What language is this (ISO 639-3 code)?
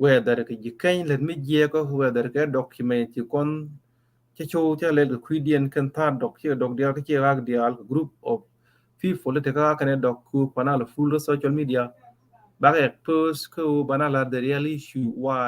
nus